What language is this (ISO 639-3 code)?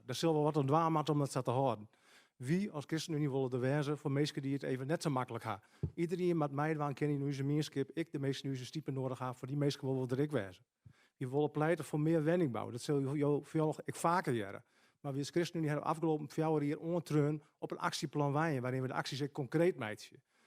fry